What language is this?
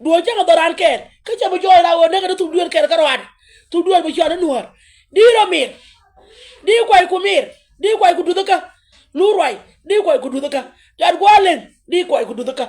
Nuer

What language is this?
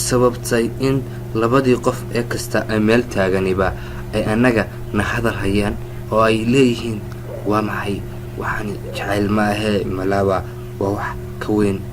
Somali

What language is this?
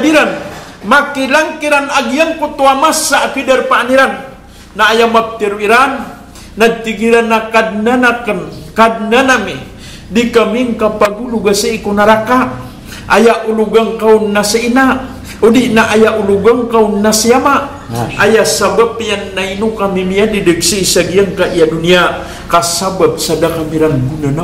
Maranao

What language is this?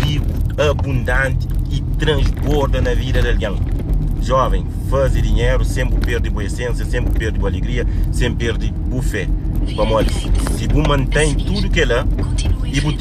Kabuverdianu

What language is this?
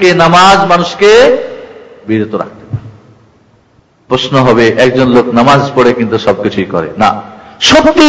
Bangla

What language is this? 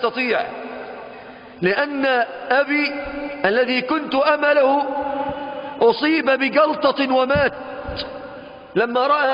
Arabic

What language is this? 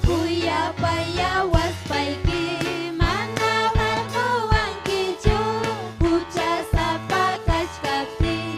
Ayacucho Quechua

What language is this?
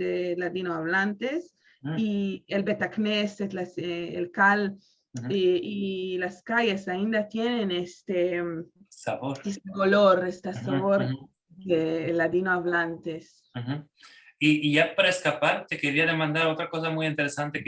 Ladino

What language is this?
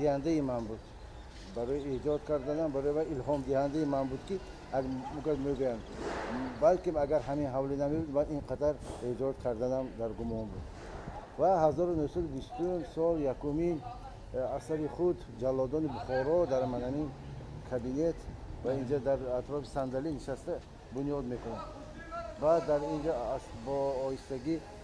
Tajik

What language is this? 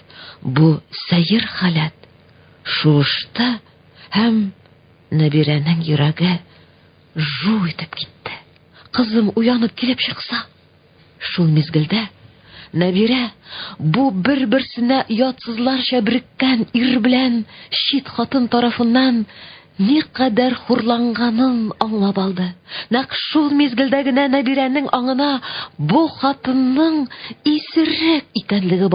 Tatar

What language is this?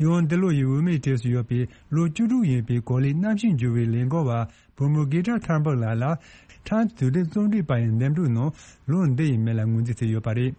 Tibetan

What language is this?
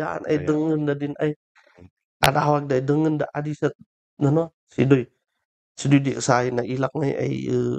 Kankanaey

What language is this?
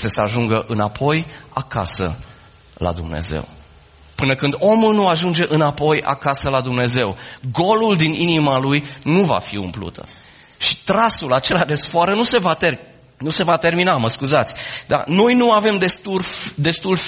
Romanian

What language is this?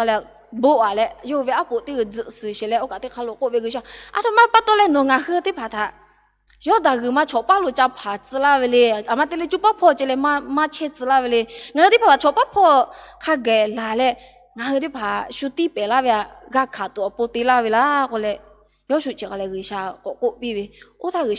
Lahu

